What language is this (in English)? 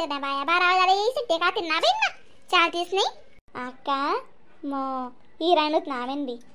Khandesi